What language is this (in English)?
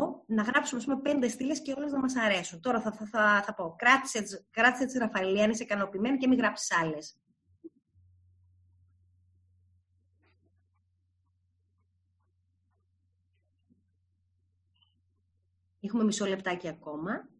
Greek